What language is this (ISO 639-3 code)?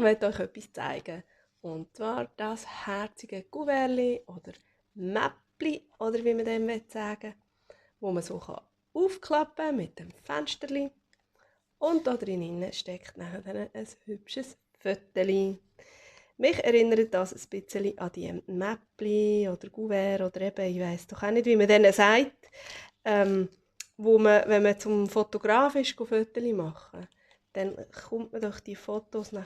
gsw